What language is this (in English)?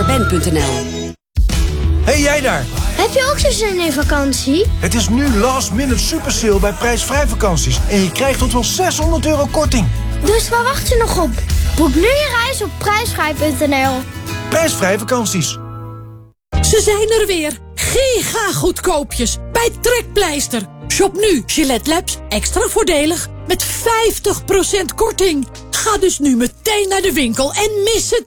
Dutch